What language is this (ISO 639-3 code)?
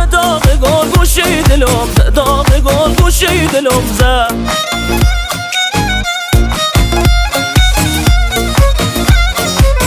fas